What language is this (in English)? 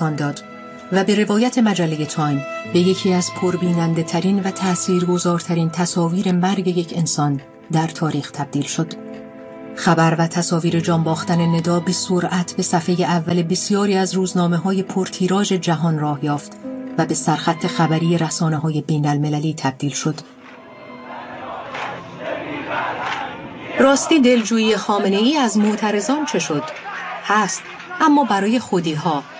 Persian